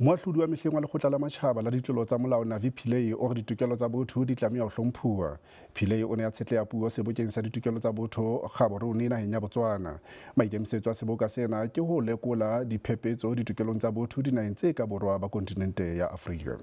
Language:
Southern Sotho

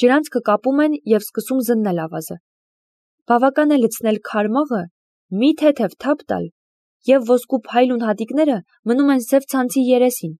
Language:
Armenian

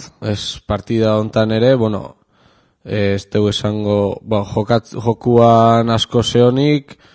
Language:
Basque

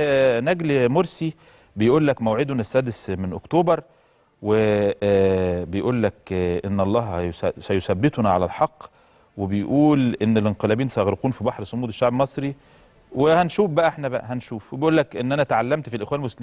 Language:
Egyptian Arabic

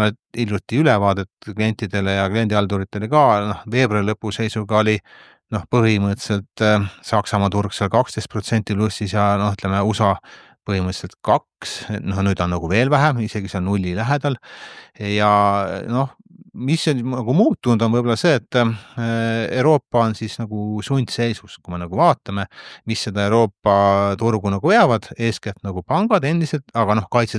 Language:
Estonian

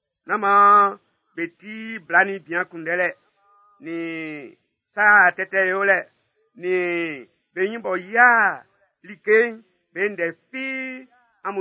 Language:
Baoulé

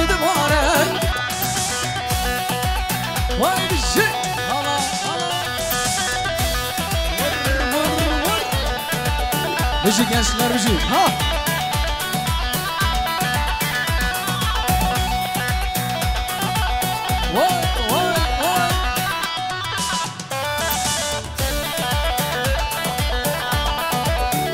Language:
Kurdish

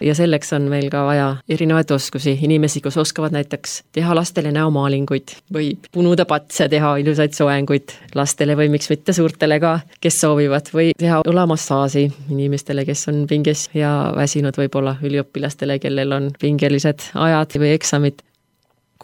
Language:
Estonian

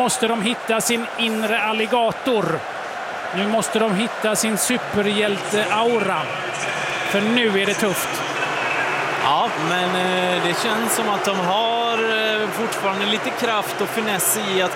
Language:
Swedish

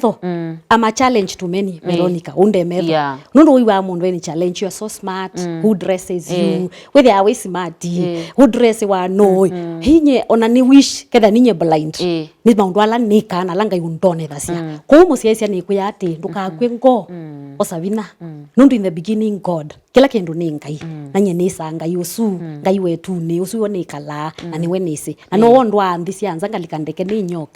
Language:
Kamba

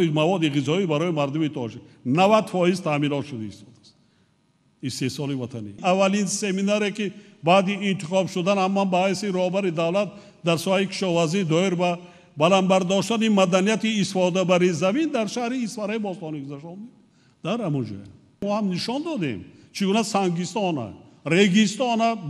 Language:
Tajik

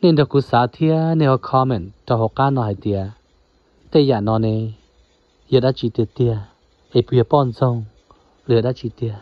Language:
Hmong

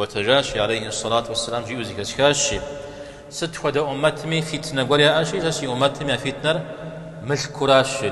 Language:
Kabardian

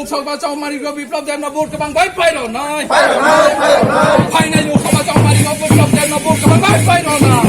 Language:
Kok Borok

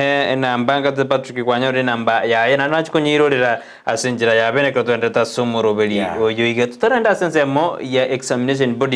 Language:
Gusii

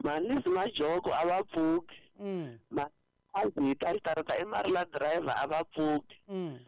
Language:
Tsonga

